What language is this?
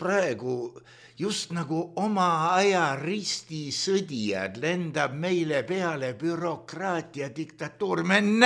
Estonian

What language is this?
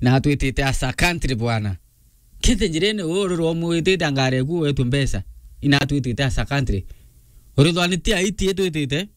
Meru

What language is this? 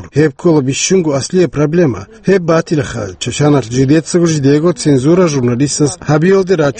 Avaric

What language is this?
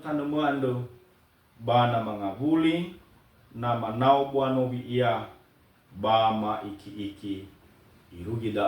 Nias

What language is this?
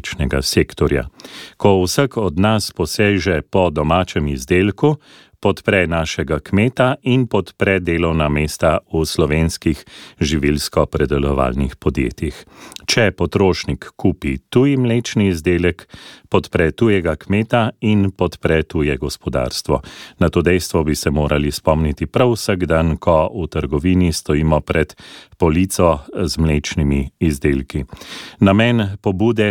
Slovenian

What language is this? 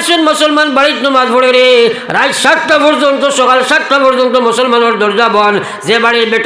Sylheti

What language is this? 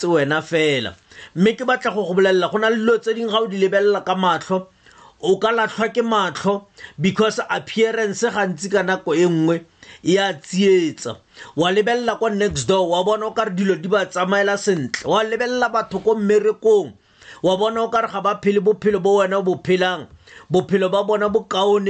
Tswana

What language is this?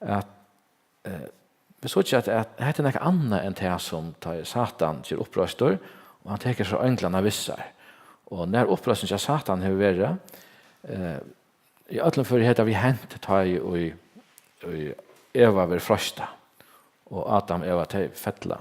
Faroese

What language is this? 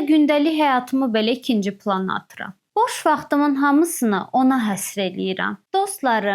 Azerbaijani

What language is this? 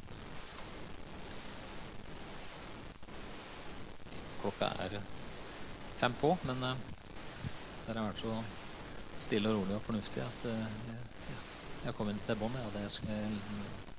Norwegian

